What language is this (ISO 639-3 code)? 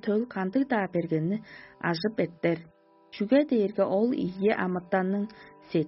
tyv